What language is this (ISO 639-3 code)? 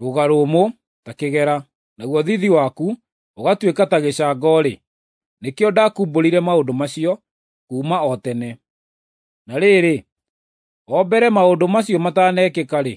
kik